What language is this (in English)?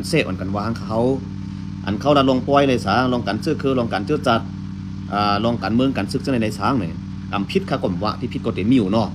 Shan